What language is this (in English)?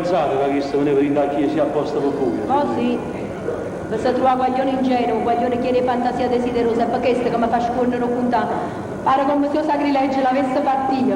Neapolitan